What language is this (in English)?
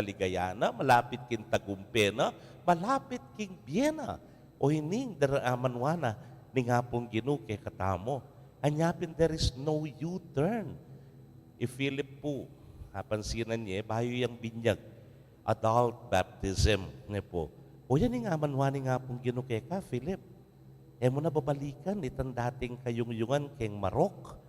Pampanga